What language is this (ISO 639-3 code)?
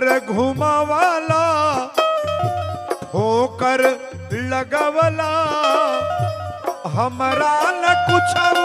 bho